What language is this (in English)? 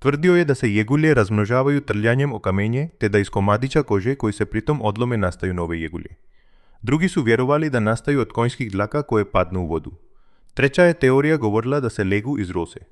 Croatian